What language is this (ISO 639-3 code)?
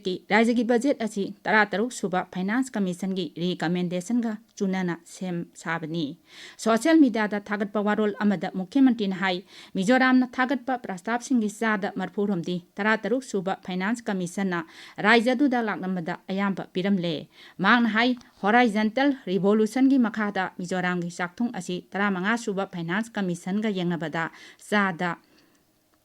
mni